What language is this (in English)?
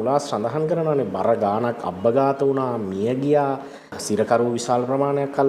Sinhala